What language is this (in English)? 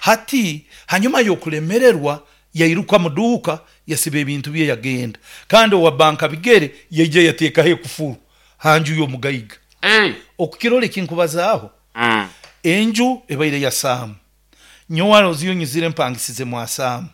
Nyoro